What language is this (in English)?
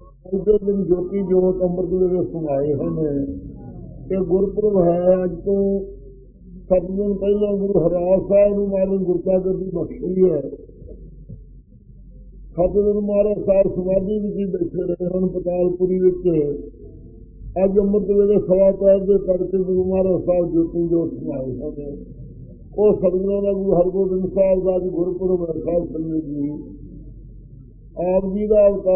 Punjabi